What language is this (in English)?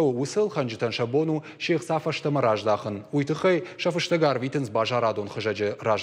Ossetic